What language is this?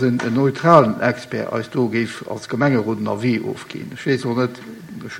Luxembourgish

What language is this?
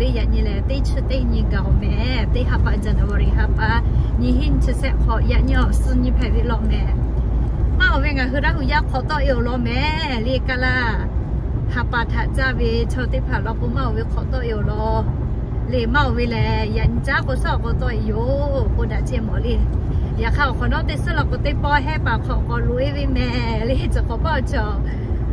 Lahu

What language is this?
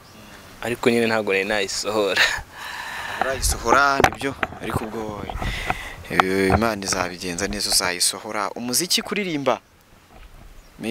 Kinyarwanda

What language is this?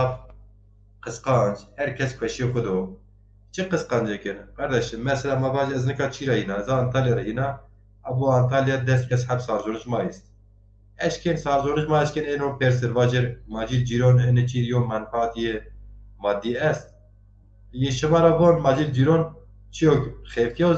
Zaza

